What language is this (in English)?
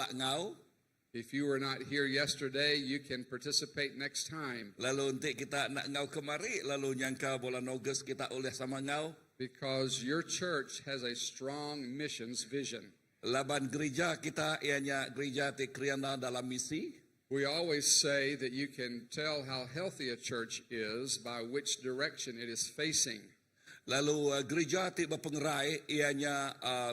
Iban